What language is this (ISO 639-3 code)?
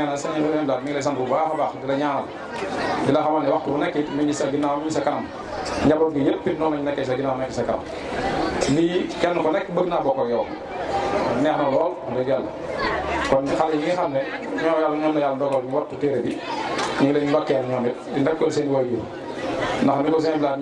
wol